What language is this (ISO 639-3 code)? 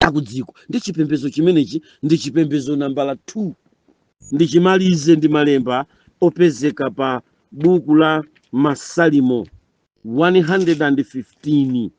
nya